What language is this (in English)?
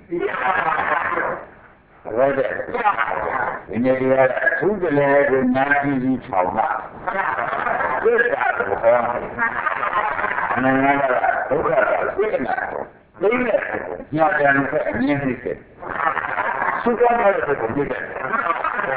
Burmese